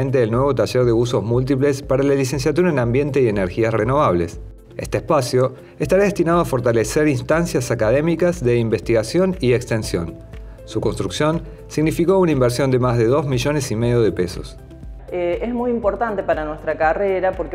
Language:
Spanish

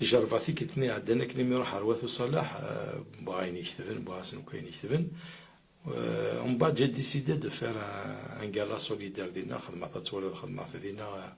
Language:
Kabyle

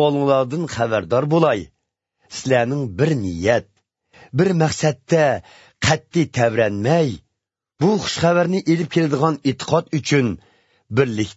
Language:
Uyghur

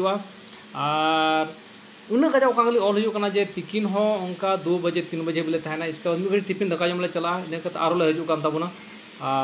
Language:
Santali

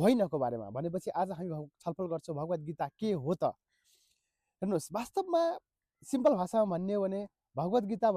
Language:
Nepali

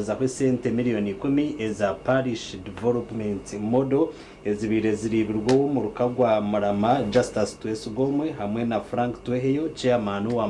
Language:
Nyankole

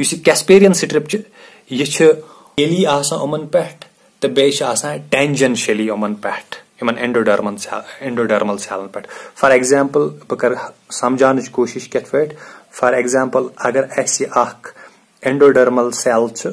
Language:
Kashmiri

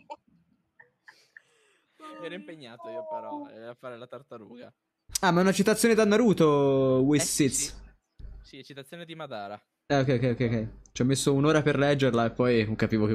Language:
Italian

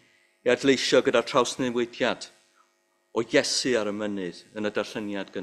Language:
Welsh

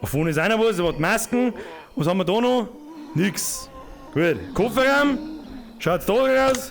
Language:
Bavarian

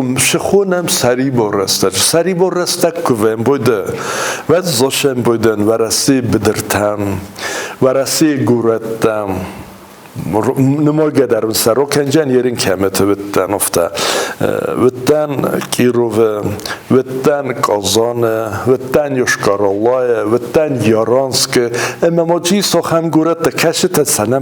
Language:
Ossetic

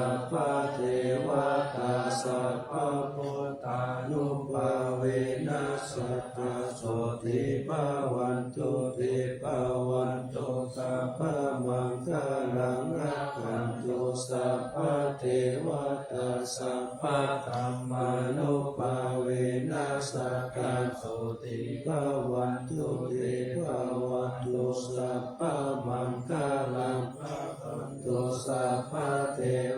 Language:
Pali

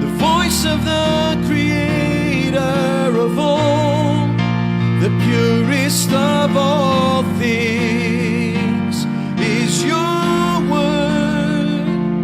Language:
Papiamento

